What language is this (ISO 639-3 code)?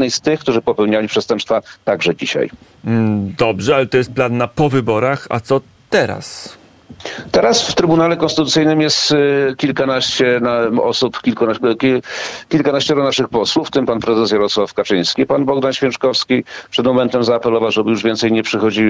pol